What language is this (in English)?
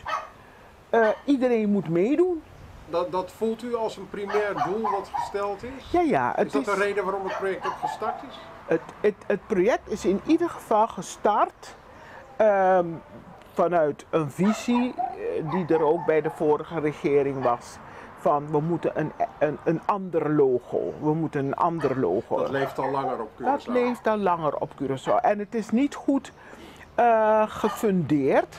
Dutch